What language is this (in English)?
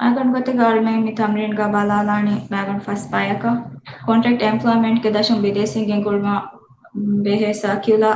Divehi